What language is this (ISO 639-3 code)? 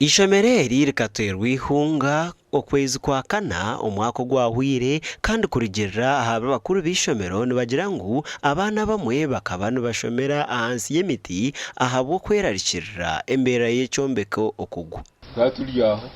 nyn